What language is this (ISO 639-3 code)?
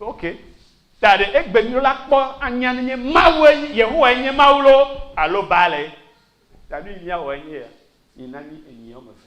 ewe